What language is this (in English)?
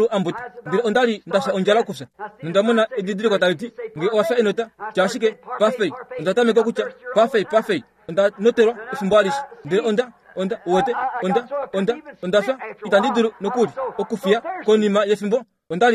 Kuanyama